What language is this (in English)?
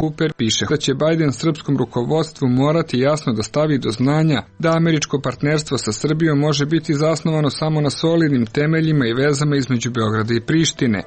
Serbian